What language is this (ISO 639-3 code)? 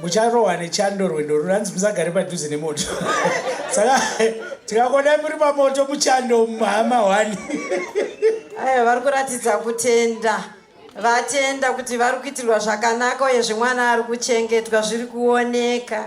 sna